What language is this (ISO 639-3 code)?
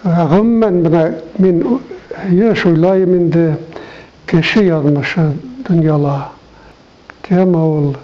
bak